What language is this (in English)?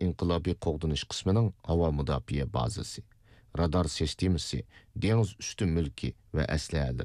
Uyghur